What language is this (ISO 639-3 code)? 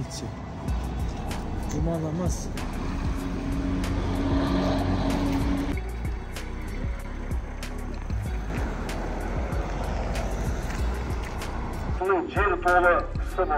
kaz